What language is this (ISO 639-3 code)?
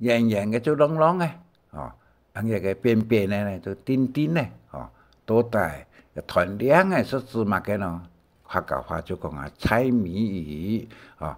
hak